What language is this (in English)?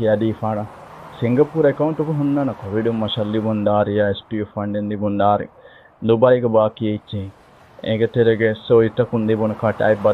Divehi